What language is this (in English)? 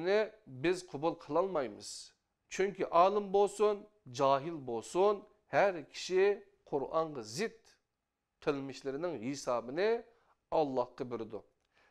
Uyghur